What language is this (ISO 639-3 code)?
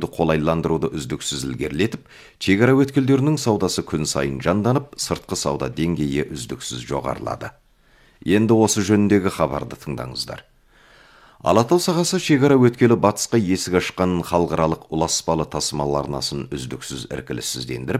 kaz